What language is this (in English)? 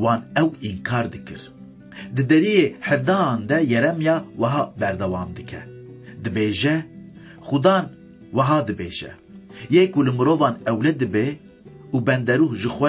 Kurdish